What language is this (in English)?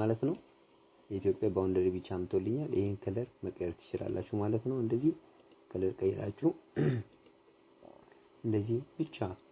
Amharic